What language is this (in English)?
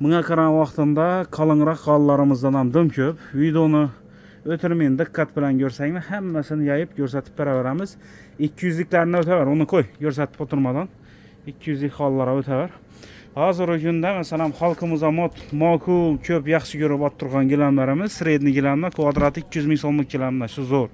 Uzbek